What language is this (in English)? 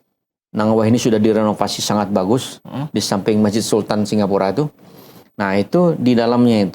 Banjar